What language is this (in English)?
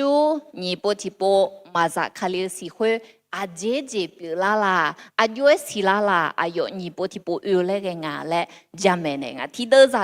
Akha